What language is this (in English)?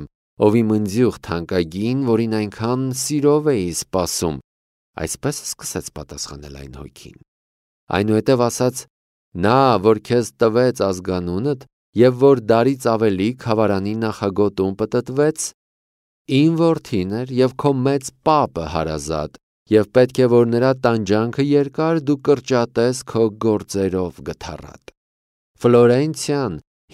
Armenian